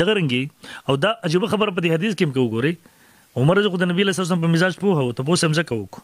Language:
Pashto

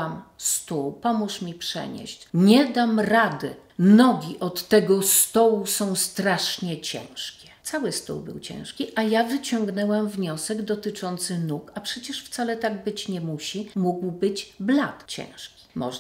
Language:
Polish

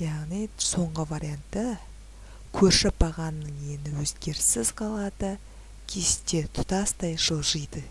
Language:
Kazakh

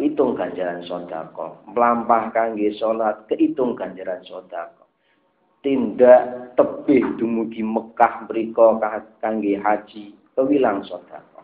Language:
Javanese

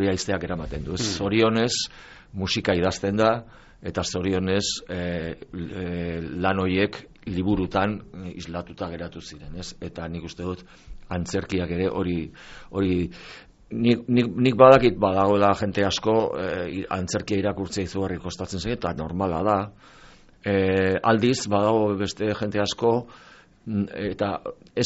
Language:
Basque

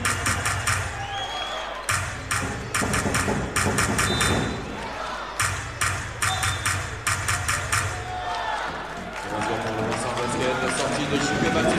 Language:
French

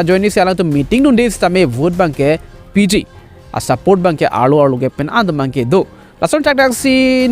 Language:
Karbi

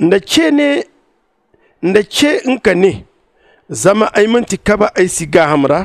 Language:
Zarma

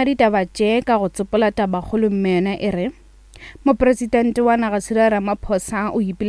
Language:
Northern Sotho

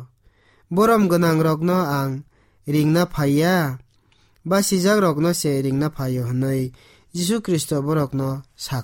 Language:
Kok Borok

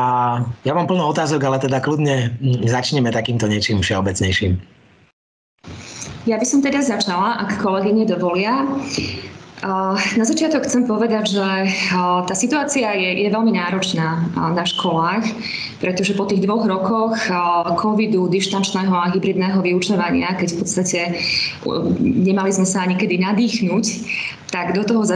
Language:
Slovak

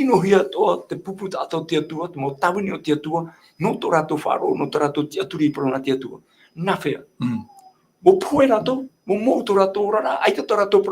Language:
Tahitian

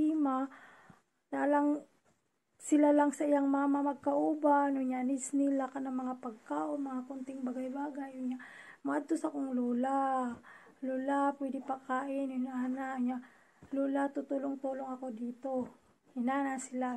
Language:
Cebuano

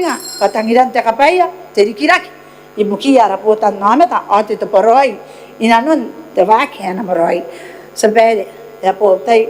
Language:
Gilbertese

